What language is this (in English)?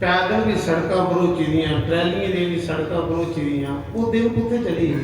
Dogri